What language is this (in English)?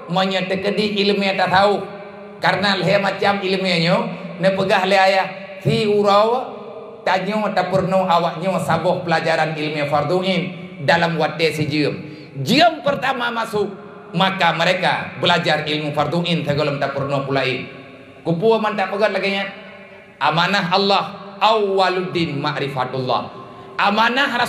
Achinese